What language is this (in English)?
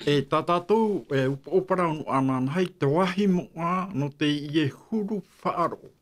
Tahitian